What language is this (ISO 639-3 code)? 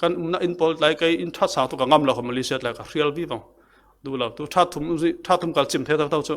cfm